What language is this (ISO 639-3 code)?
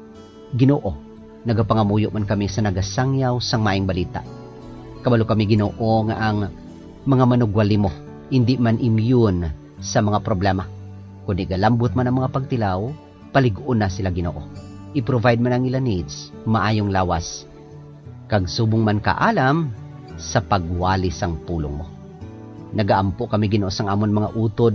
hil